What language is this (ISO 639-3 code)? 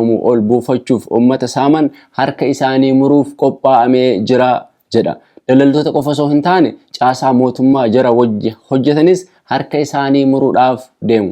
orm